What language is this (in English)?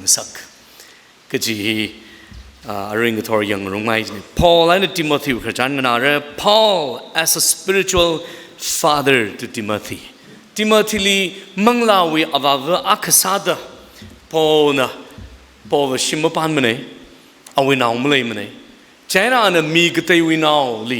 Tangkhul Naga (India)